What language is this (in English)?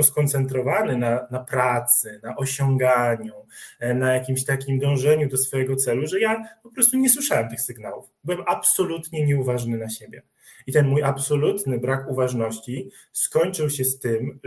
Polish